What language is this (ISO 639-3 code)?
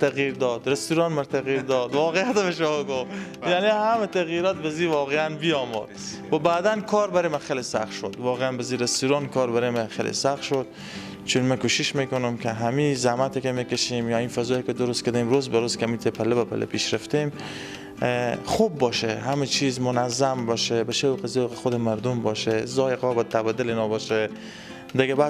fas